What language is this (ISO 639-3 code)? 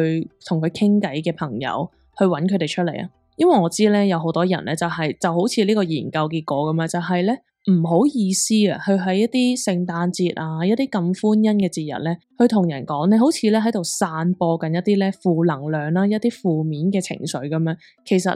yue